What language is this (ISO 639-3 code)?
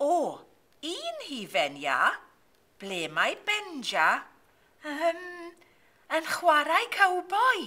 cym